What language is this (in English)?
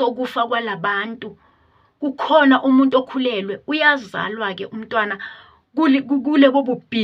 Zulu